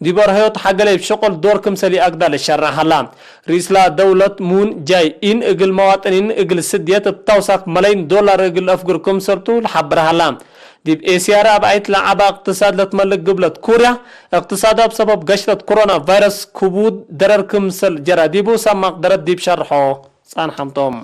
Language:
Tigre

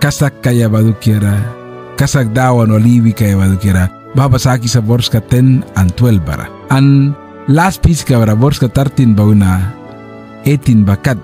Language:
Mískito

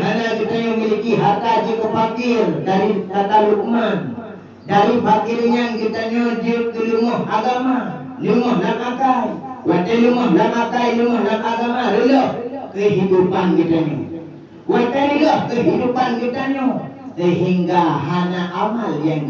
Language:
Achinese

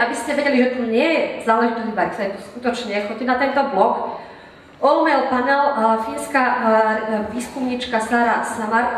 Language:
Slovak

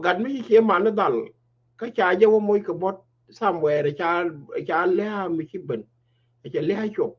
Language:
Nuer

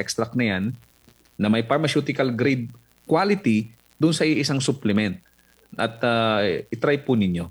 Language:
Filipino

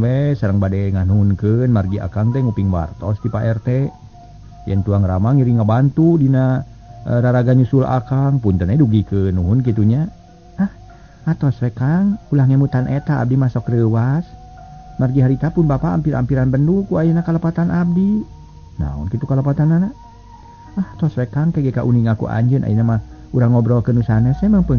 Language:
Sundanese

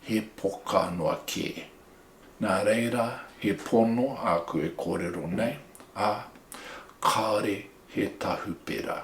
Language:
Māori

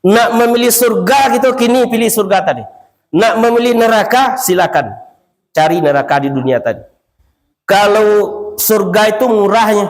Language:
Minangkabau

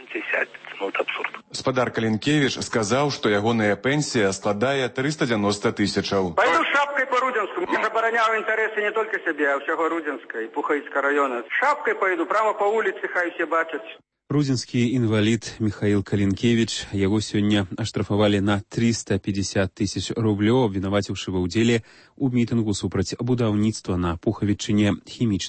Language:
Belarusian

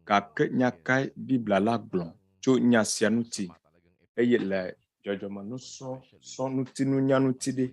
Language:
Ewe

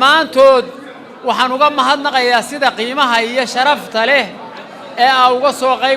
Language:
Somali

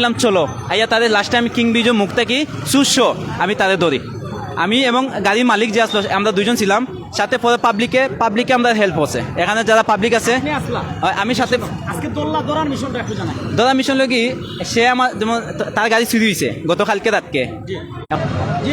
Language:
Sylheti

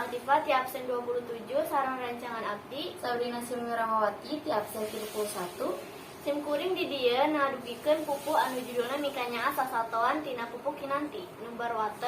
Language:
Sundanese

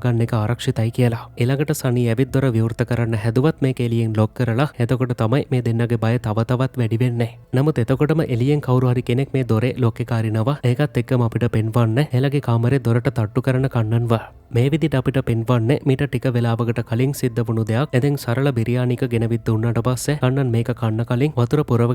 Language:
Sinhala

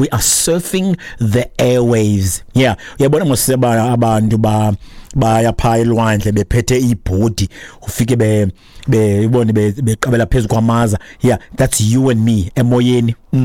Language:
Xhosa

